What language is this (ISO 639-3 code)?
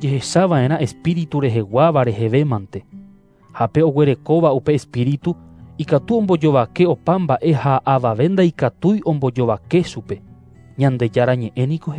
grn